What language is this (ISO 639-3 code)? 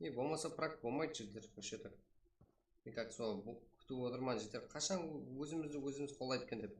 kaa